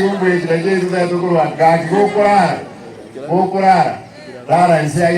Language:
Gusii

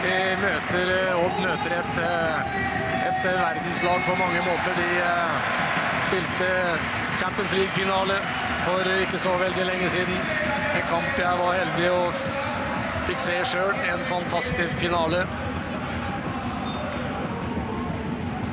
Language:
Norwegian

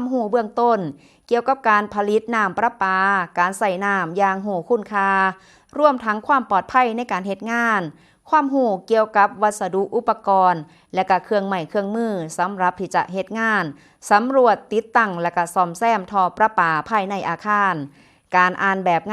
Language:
Northeastern Thai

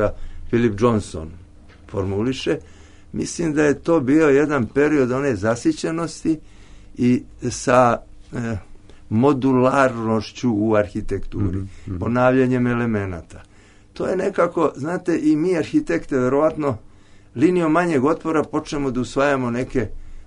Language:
Serbian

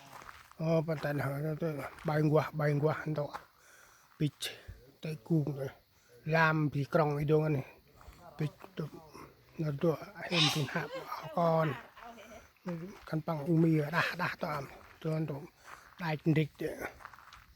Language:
Central Mnong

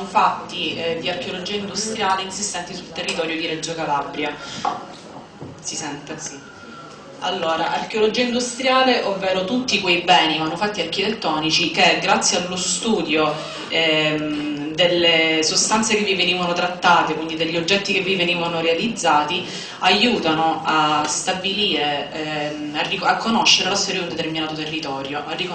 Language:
Italian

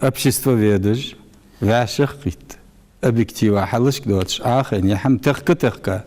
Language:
Ingush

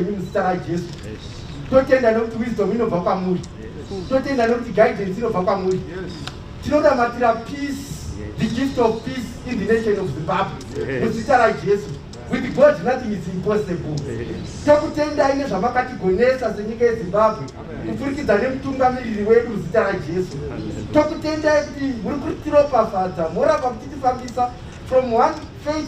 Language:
Shona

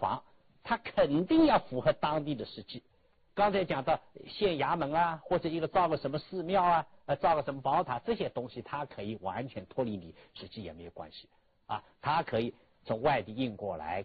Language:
Chinese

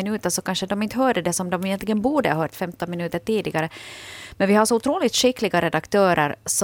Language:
Swedish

